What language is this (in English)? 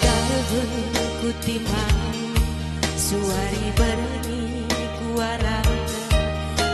Batak Karo